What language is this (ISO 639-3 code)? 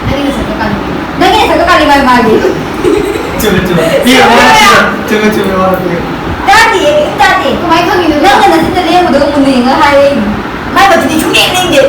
mni